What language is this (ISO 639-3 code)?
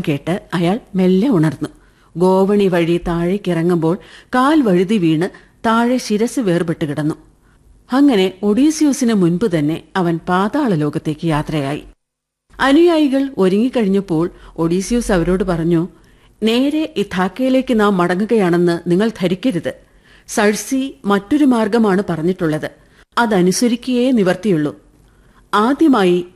mal